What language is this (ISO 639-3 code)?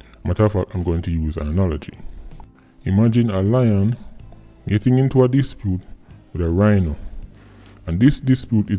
jam